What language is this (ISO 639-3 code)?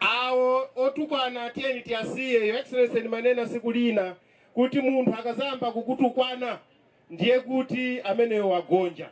nya